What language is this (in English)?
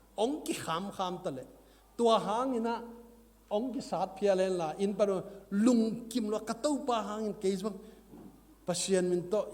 Tedim Chin